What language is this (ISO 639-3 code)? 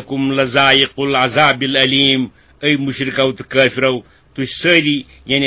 kas